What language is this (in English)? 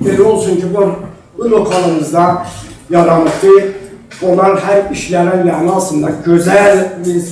South Azerbaijani